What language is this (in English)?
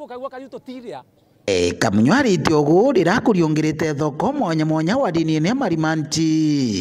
Meru